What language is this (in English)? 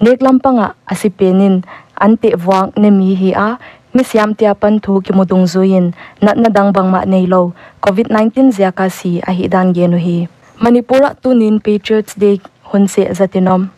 Paite Chin